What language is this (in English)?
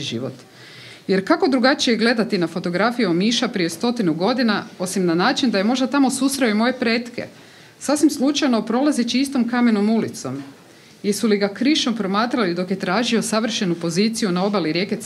Croatian